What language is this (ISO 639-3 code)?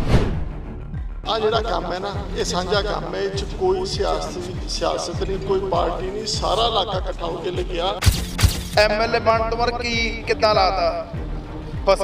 pan